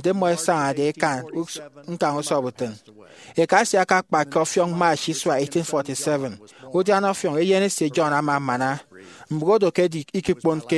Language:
Efik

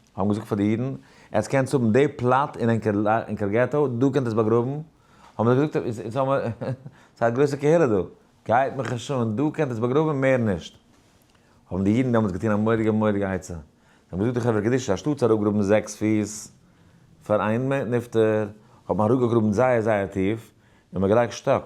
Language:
Yiddish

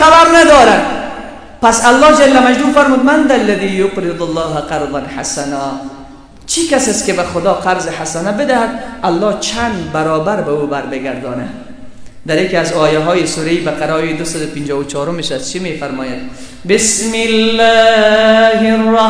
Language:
Persian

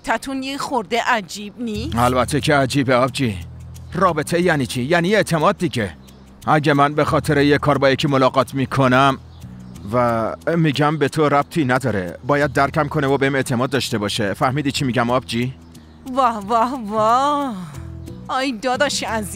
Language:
Persian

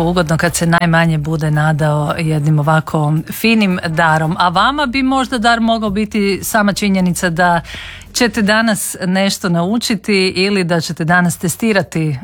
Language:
Croatian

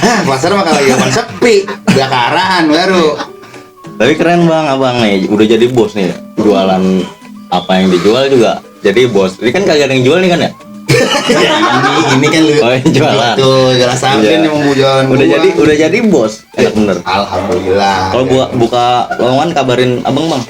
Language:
Betawi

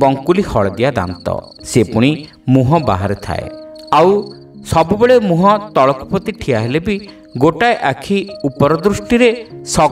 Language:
Odia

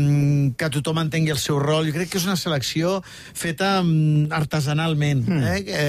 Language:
Catalan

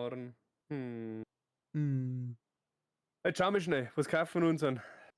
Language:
Bavarian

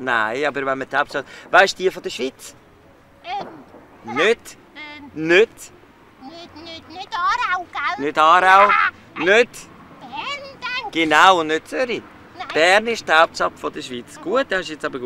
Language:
Swiss German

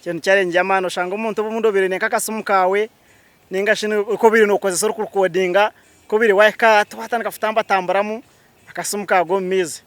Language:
Nyankole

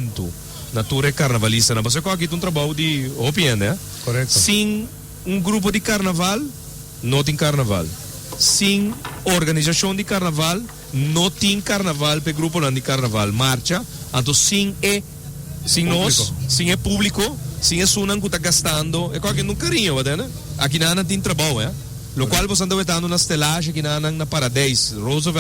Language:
Papiamento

